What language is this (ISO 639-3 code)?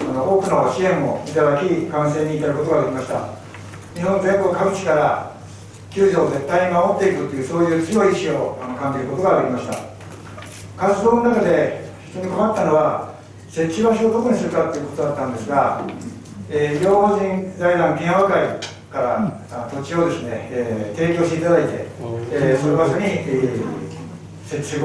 jpn